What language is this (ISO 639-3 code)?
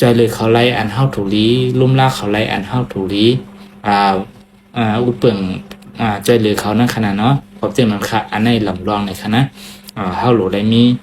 shn